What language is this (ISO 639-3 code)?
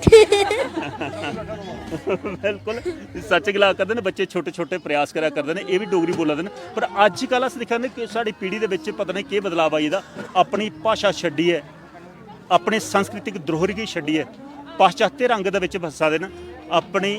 doi